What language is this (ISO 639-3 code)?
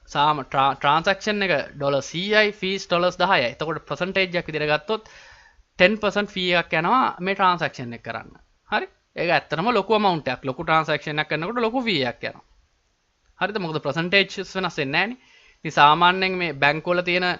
sin